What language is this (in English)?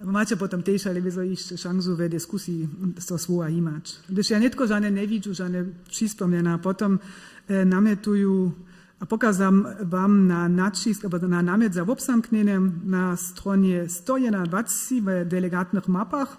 Upper Sorbian